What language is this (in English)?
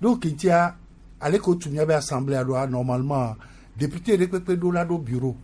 Gen